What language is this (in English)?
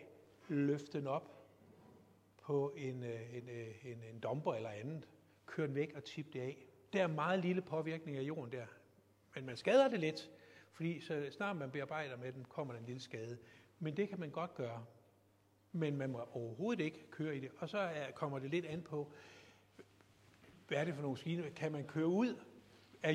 Danish